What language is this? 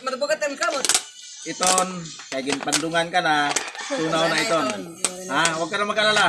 Waray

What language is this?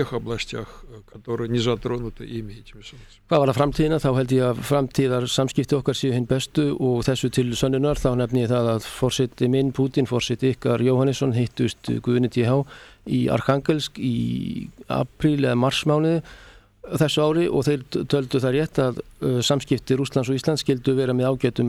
Icelandic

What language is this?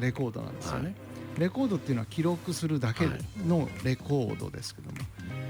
Japanese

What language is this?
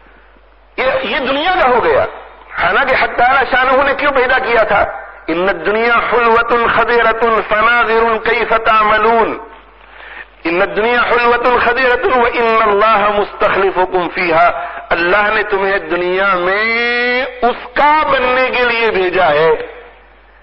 Urdu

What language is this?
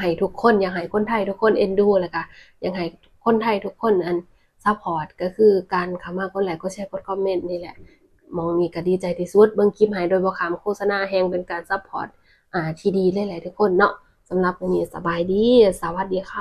Lao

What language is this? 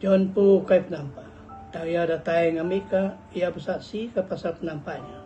Iban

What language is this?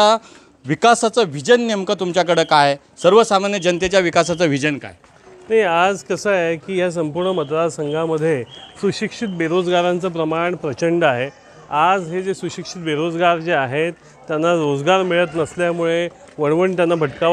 Marathi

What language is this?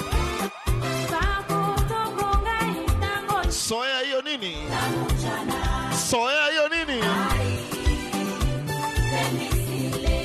Swahili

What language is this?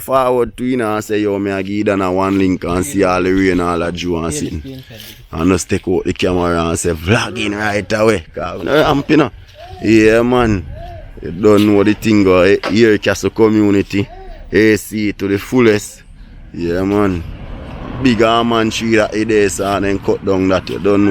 Jamaican Creole English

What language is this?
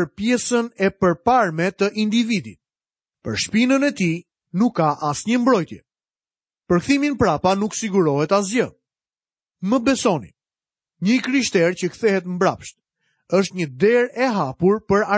Albanian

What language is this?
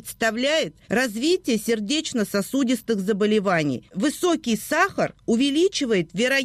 Russian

